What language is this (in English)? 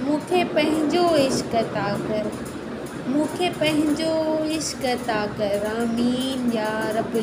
Sindhi